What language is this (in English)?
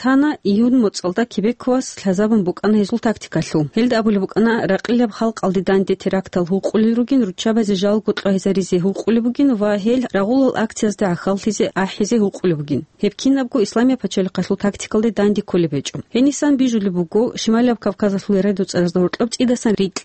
Avaric